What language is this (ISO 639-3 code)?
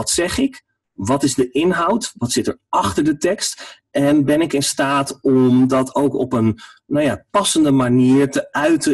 nld